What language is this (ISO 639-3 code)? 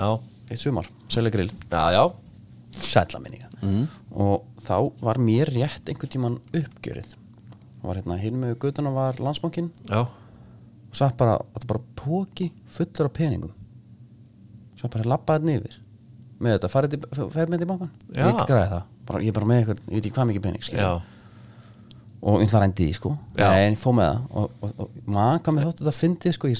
isl